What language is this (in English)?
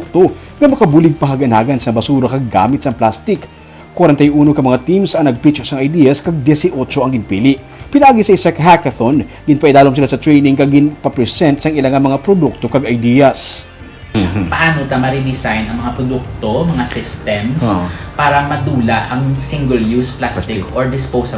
Hiligaynon